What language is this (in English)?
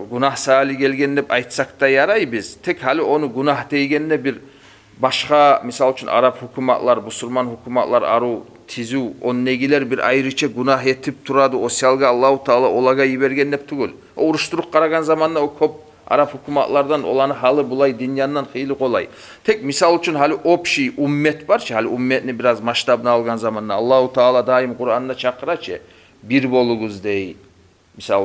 Kumyk